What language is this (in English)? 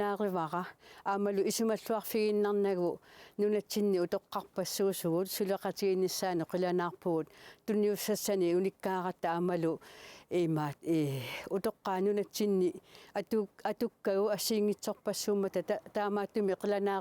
Kalaallisut